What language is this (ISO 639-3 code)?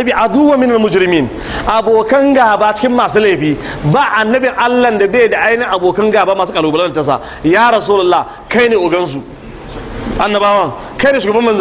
hau